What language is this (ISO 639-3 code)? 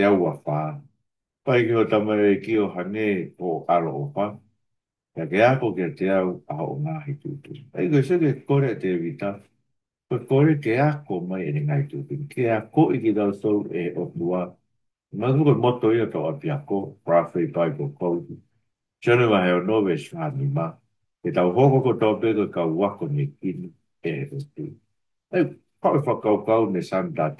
ton